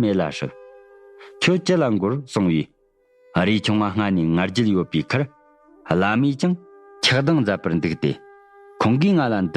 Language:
Tibetan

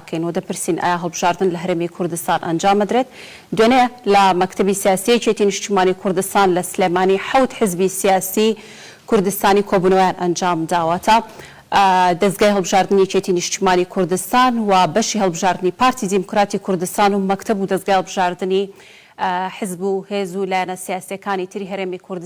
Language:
Central Kurdish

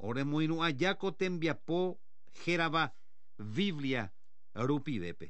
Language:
Guarani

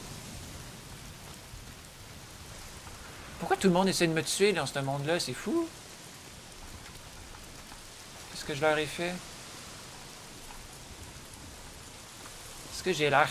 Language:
French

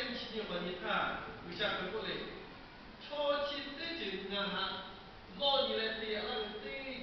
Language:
Lahu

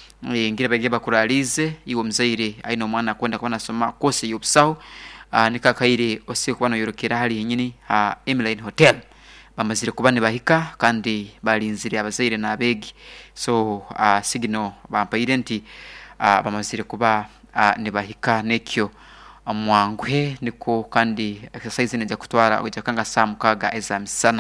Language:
Nyoro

